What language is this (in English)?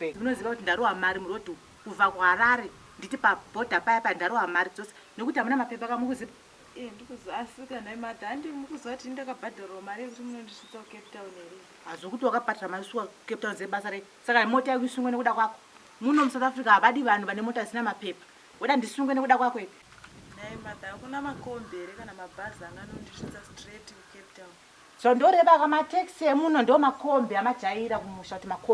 Shona